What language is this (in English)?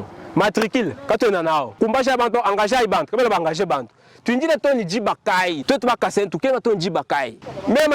Luba-Lulua